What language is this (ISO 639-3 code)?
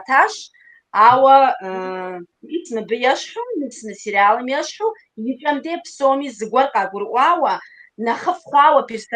kbd